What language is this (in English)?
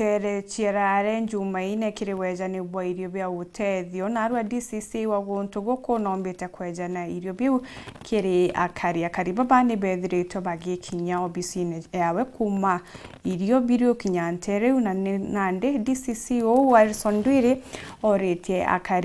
Meru